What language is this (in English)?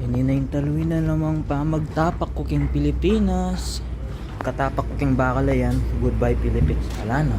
Pampanga